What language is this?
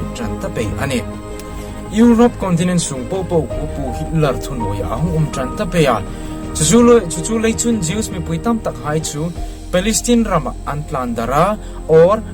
Hmar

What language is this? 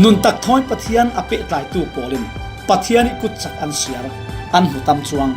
Falam Chin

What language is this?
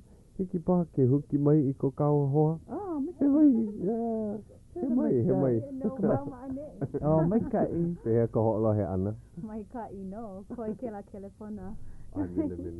Hawaiian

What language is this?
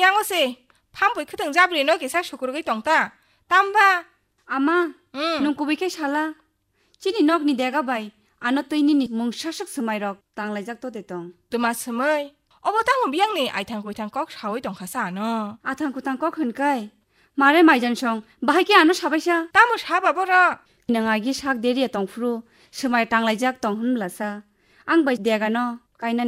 Kok Borok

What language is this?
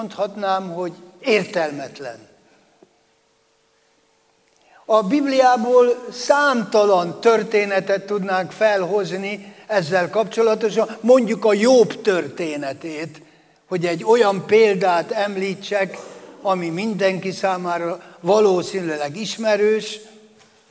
Hungarian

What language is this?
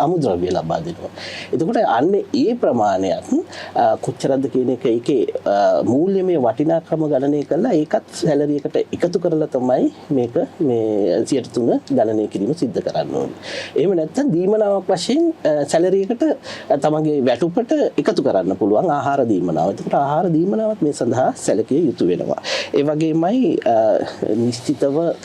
Sinhala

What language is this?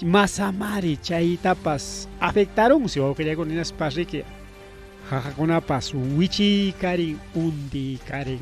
Ayacucho Quechua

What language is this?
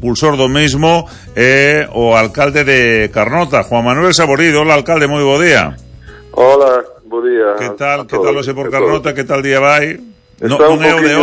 Galician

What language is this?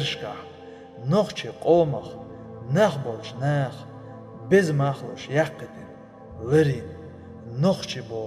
Chechen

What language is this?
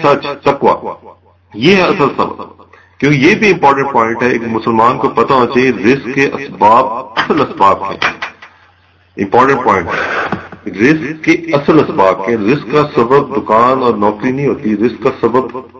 Urdu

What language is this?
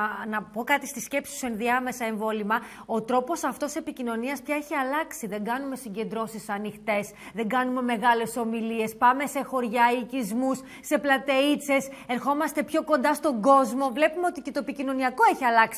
Greek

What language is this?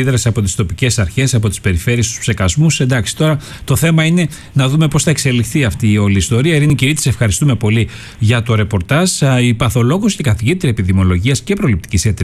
Greek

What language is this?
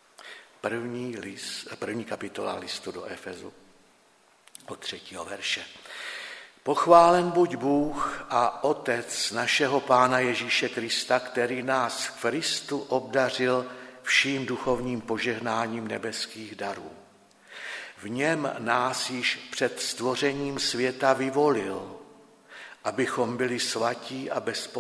Czech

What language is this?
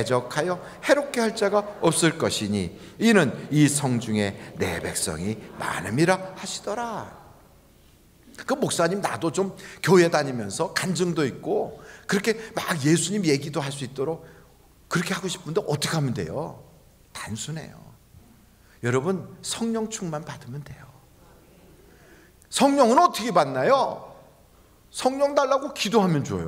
Korean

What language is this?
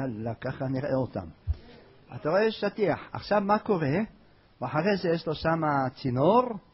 Hebrew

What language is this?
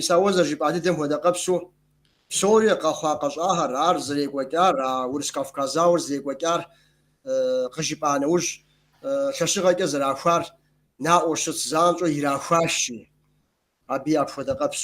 Kabardian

